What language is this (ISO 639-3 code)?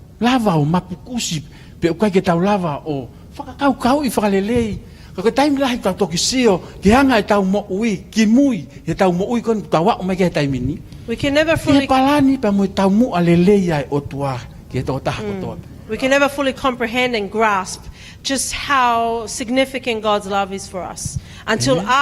ton